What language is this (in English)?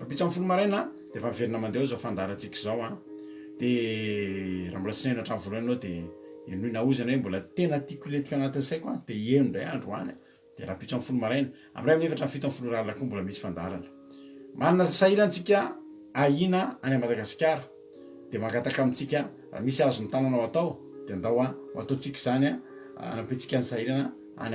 Malagasy